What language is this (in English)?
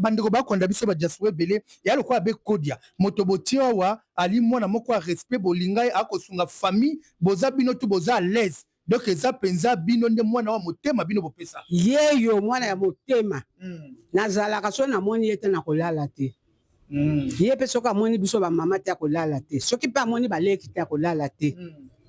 Lingala